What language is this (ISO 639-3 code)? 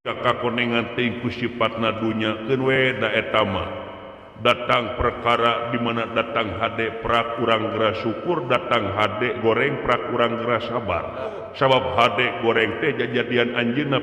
sun